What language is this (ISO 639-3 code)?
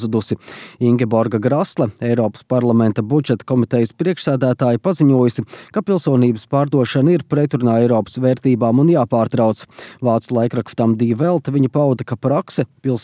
lav